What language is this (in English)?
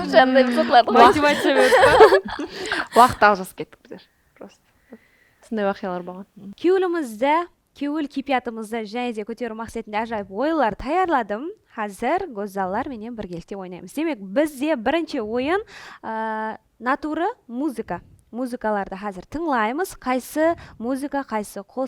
Kara-Kalpak